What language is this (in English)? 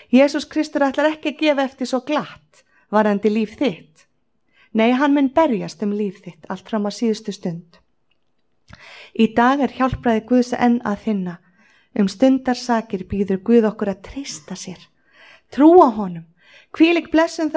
Icelandic